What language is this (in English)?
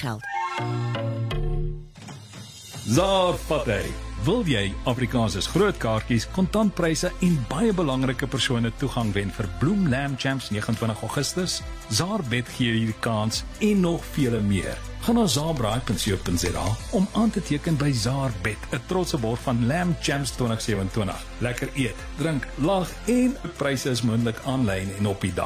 Afrikaans